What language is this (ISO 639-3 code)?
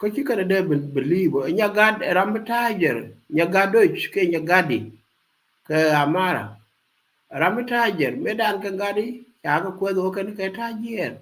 nus